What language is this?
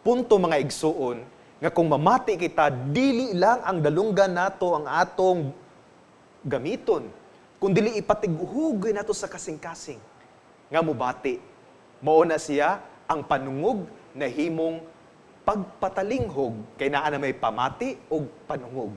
Cebuano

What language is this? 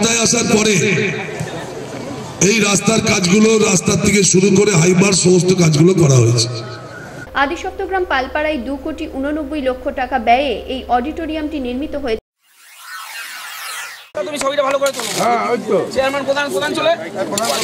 Bangla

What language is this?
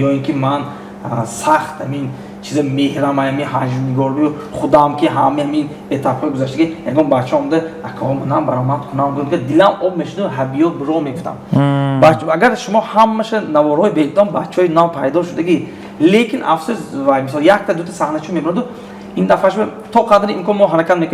Tajik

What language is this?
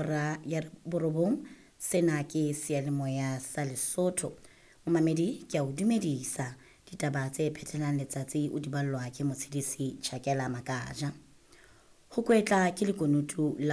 Southern Sotho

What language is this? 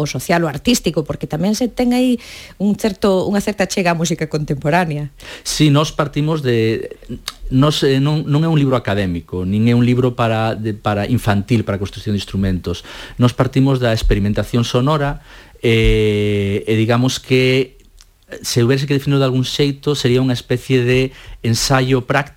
Galician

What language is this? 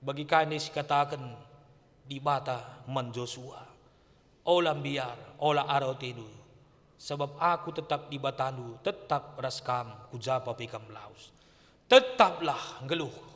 Batak Karo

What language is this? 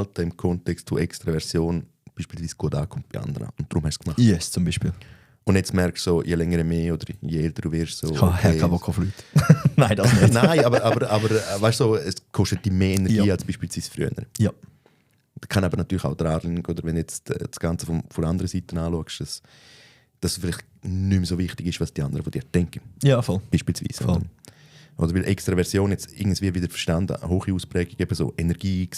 Swiss German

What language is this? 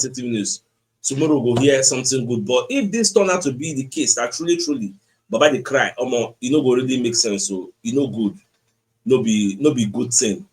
Nigerian Pidgin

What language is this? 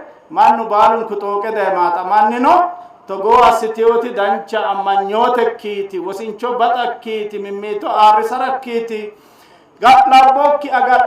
Sidamo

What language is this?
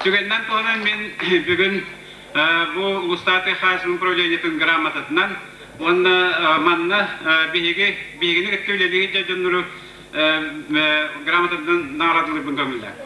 Yakut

